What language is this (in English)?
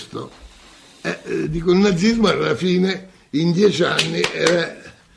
Italian